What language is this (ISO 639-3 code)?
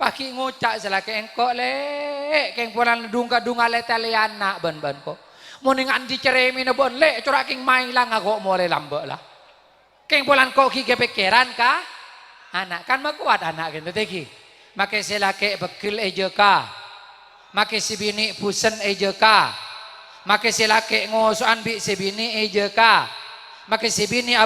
mad